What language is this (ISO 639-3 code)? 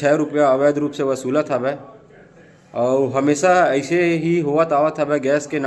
hne